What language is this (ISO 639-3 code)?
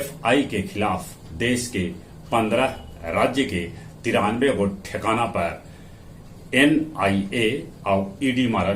mag